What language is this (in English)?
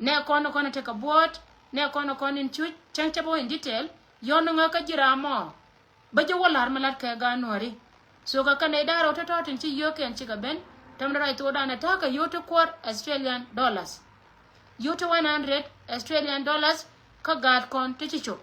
Nuer